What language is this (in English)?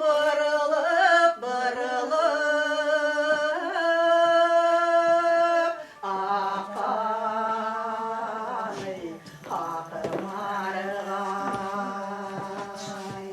Bashkir